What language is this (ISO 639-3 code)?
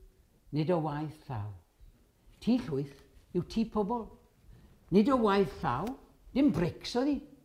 cym